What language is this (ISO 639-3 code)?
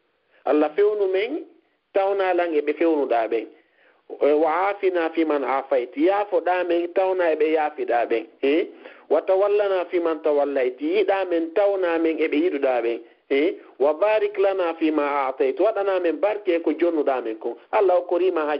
ful